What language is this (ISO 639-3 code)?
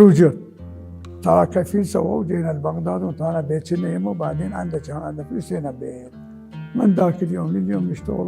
acm